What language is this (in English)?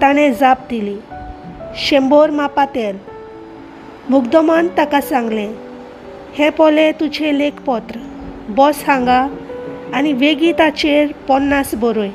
Konkani